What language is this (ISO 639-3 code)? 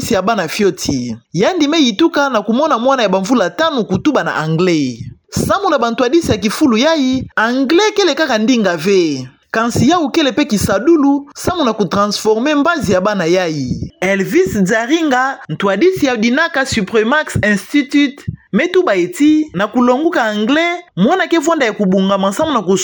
ktu